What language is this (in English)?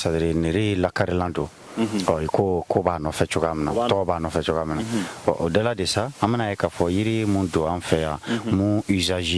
Bambara